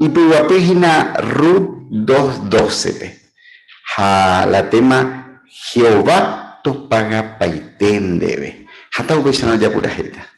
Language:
Guarani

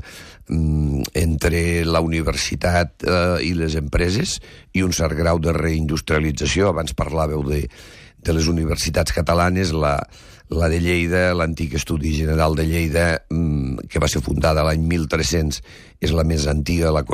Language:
Catalan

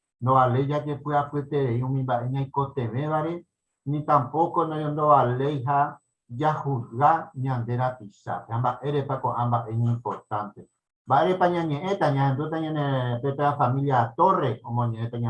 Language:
Guarani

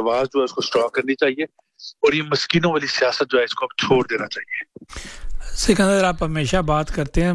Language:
Urdu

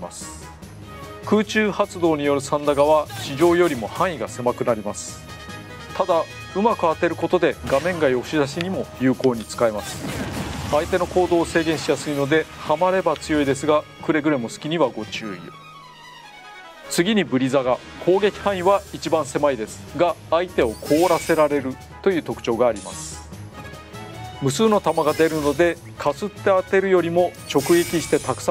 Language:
Japanese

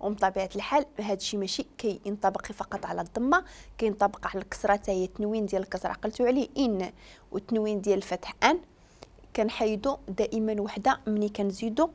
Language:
Moroccan Arabic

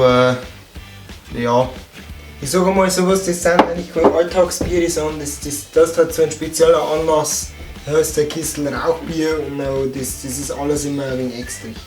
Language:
Bavarian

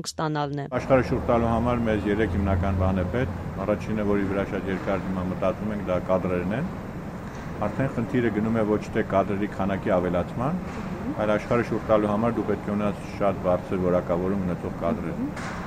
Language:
Armenian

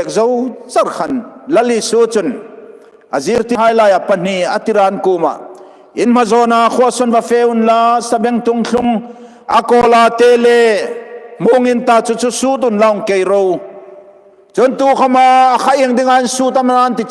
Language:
Hmar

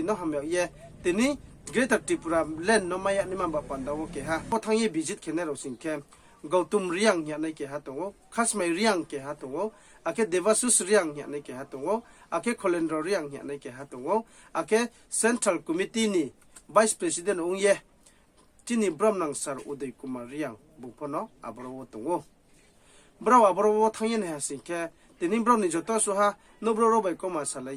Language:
Riang (India)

